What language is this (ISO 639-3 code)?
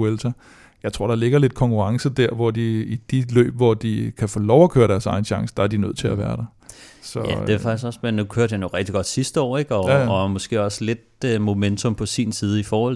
dan